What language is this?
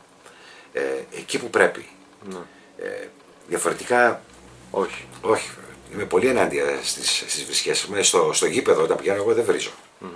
Greek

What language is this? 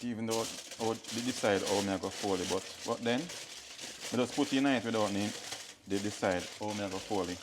Jamaican Creole English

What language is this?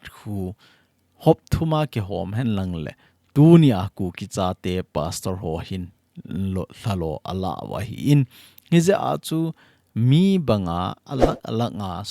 Thado Chin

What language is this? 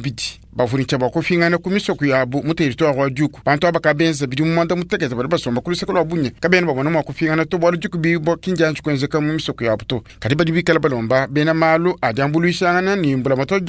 Luba-Lulua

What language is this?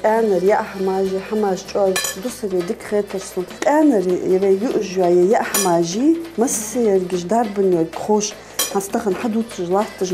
Ingush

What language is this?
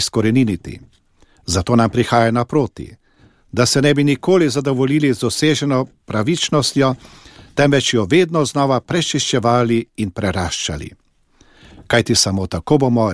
Slovenian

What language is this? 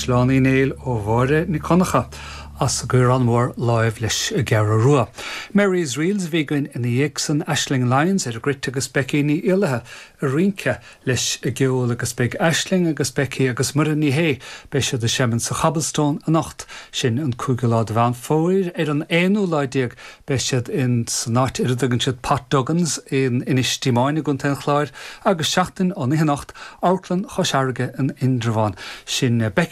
Irish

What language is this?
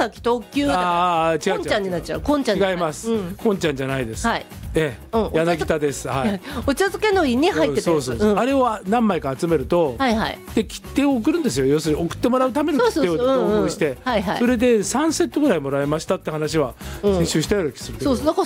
Japanese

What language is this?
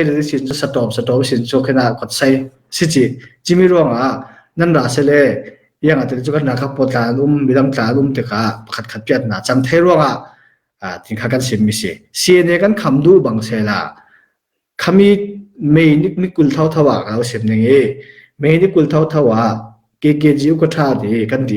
Falam Chin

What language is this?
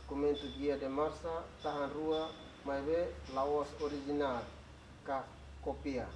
Tetum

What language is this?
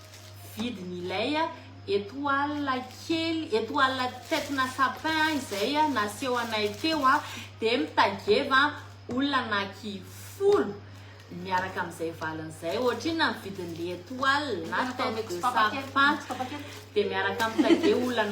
Malagasy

